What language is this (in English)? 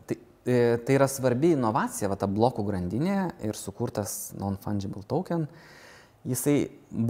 Lithuanian